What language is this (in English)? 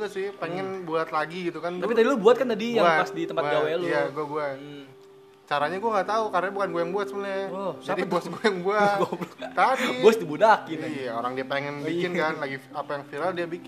Indonesian